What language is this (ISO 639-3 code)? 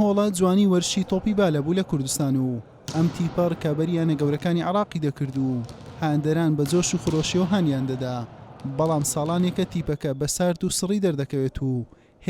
ckb